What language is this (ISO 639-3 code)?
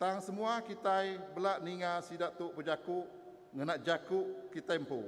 iba